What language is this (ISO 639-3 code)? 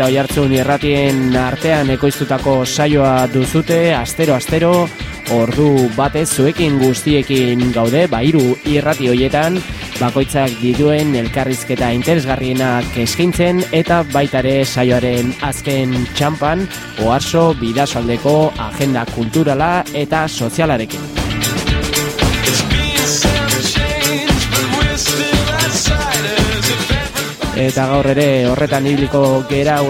eus